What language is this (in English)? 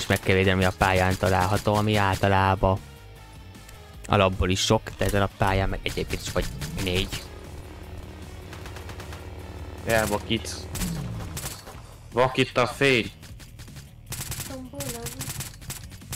Hungarian